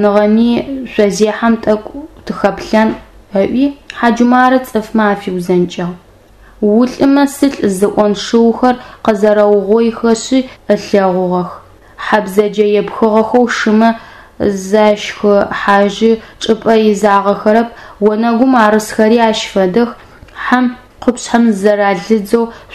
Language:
Adyghe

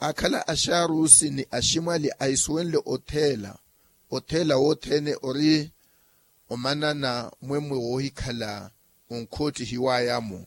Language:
Makhuwa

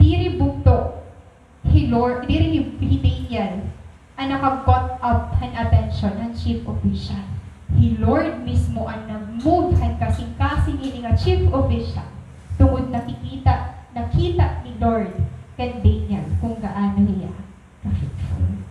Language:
Waray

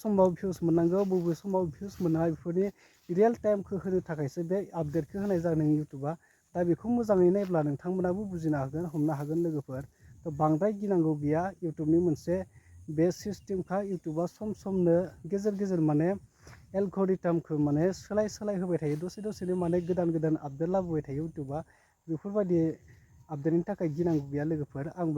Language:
Bodo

